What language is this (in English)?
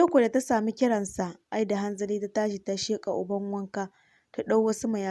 Hausa